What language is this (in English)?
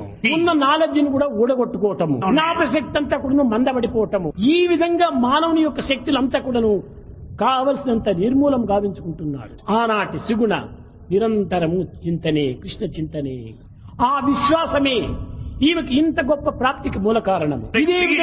Telugu